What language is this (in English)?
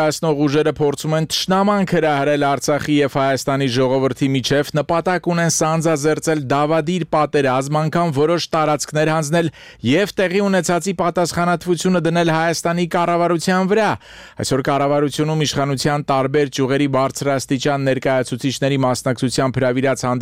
Armenian